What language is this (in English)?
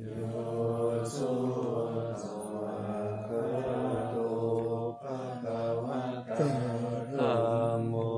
Pali